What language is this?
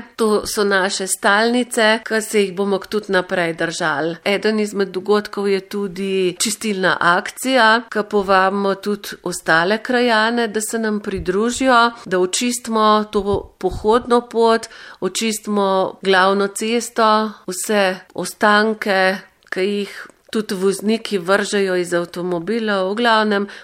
Slovenian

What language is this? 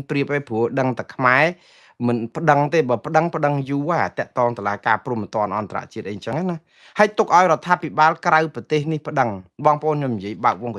Khmer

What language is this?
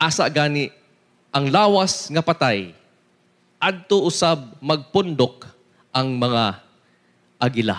Cebuano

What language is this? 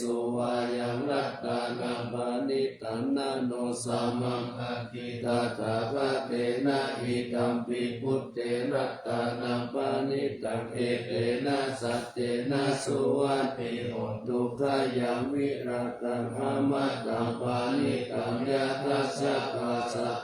Pali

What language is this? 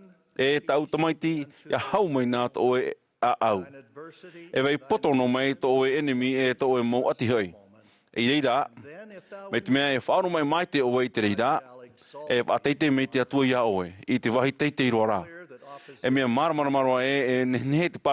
Tahitian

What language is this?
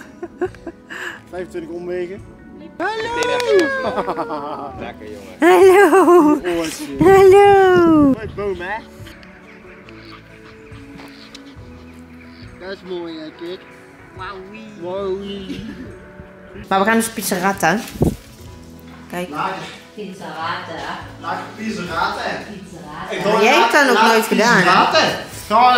Dutch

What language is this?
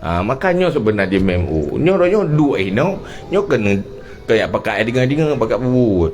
Achinese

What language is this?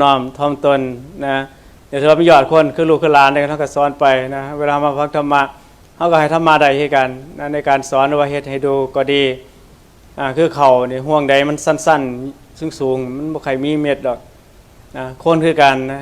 Northeastern Thai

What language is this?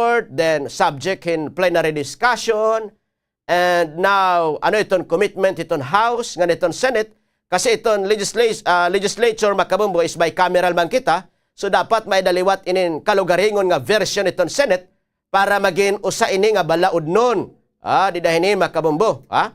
Waray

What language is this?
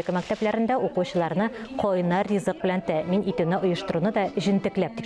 Tatar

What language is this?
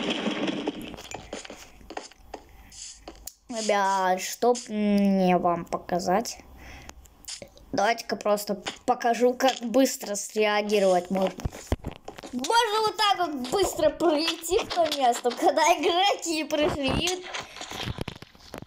Russian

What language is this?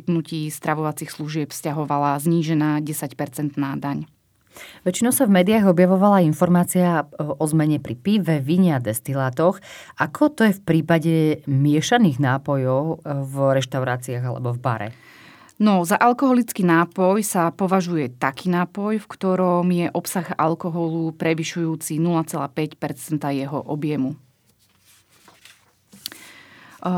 Slovak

